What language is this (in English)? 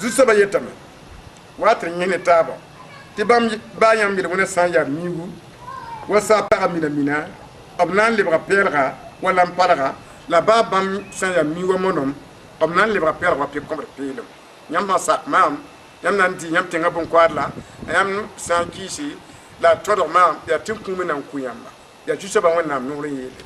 Mossi